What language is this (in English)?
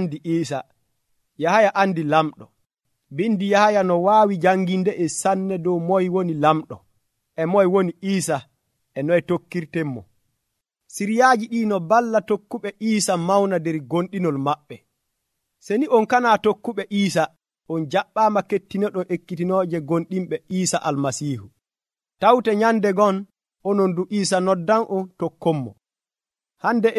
Nigerian Fulfulde